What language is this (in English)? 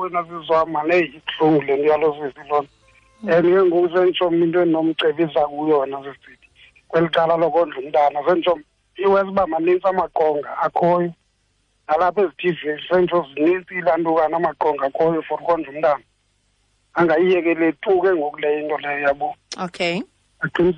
Xhosa